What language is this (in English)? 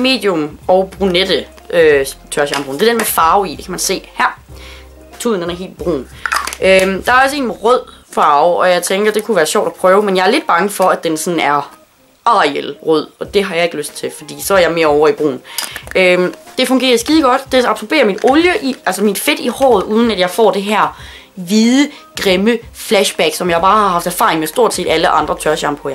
Danish